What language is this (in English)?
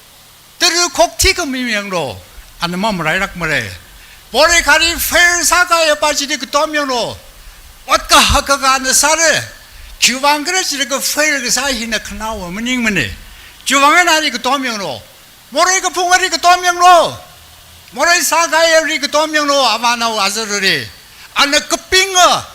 Tangkhul Naga (India)